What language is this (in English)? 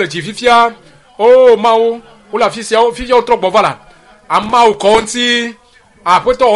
Ewe